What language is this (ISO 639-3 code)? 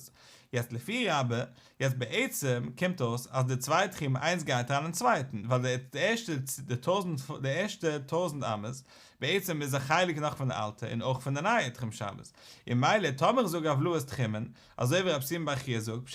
yid